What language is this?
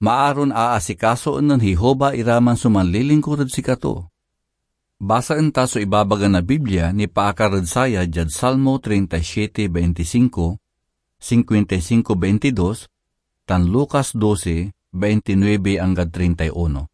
Pangasinan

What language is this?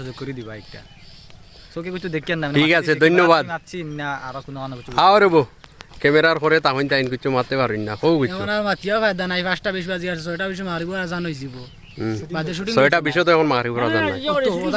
Sylheti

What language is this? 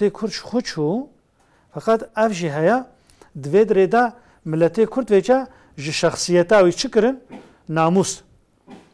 Kurdish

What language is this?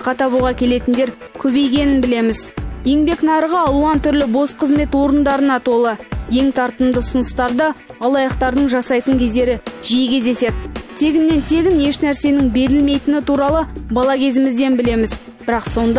Kazakh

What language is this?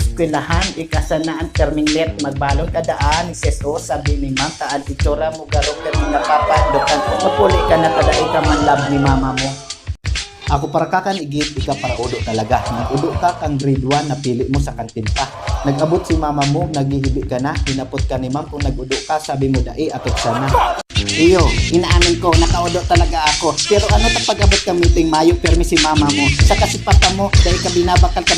Bikol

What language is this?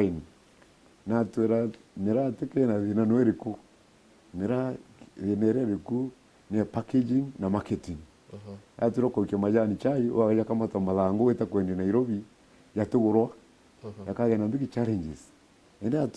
Meru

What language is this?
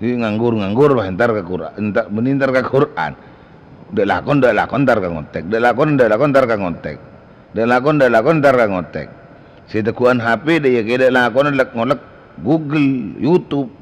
Madurese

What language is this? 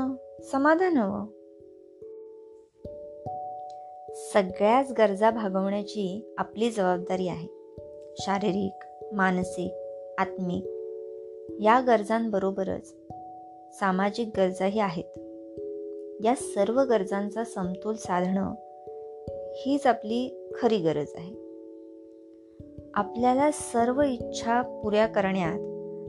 Marathi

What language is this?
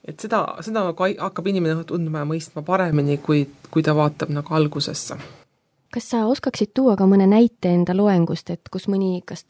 Estonian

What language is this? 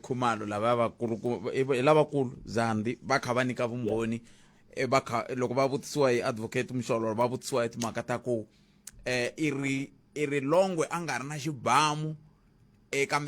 Tsonga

